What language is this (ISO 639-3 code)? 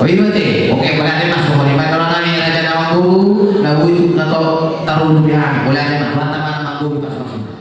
bbc